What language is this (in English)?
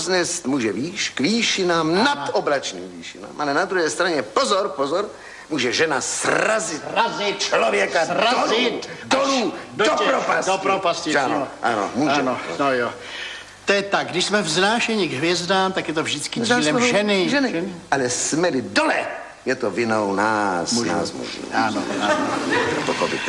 Czech